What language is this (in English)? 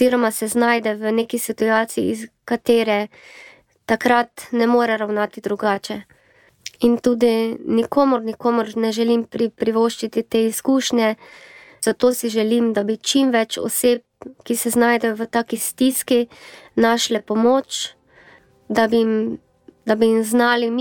Slovenian